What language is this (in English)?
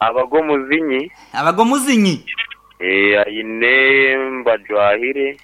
Nyankole